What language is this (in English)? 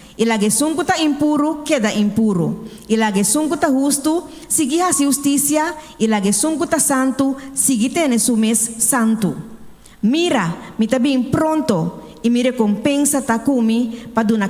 Papiamento